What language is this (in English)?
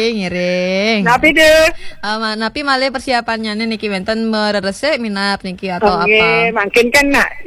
Balinese